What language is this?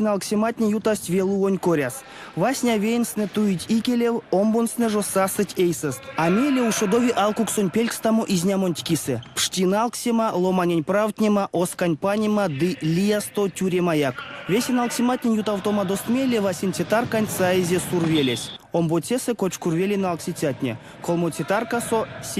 Erzya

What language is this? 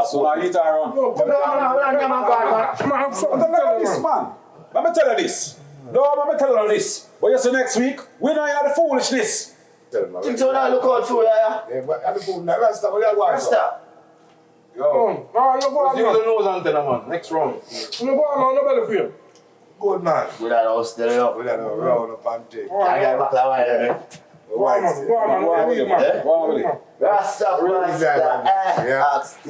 Jamaican Creole English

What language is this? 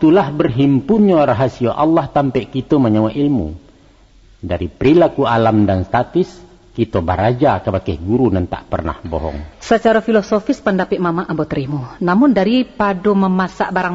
Minangkabau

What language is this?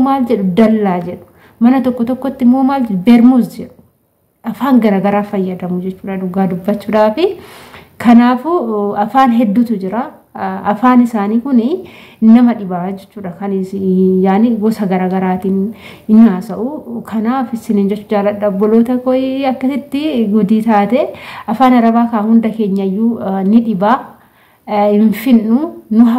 Oromo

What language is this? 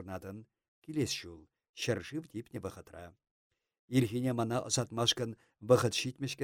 Chuvash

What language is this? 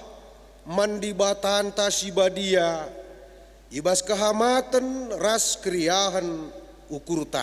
Batak Karo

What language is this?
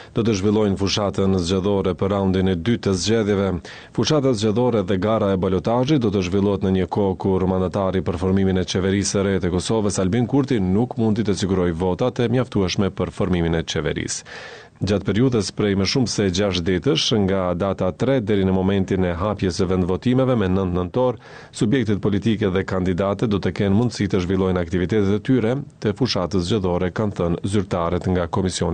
Albanian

